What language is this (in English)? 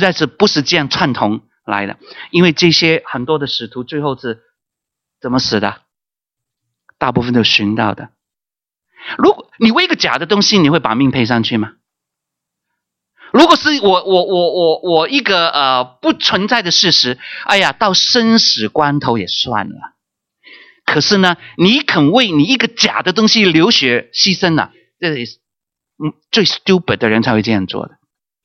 Chinese